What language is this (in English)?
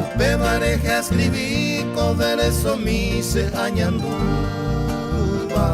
Guarani